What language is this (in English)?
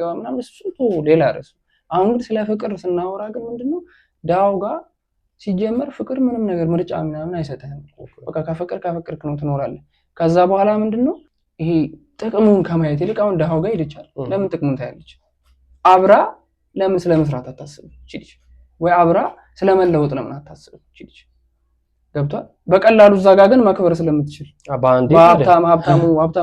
Amharic